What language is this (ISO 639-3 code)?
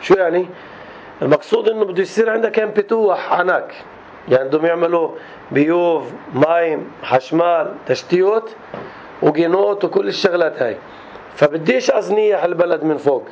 apc